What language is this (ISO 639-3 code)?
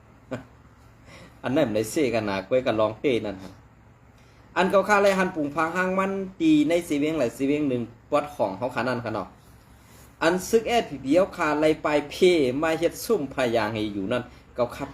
shn